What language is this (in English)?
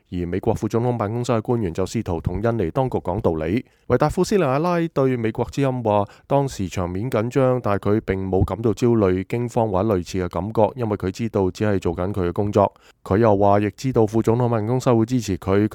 Cantonese